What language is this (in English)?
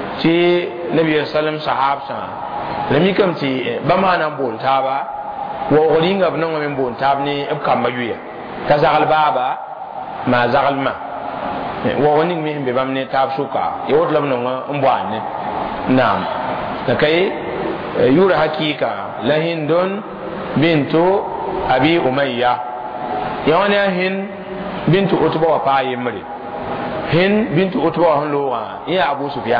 Mossi